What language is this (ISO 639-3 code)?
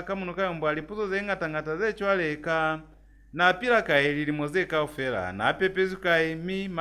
loz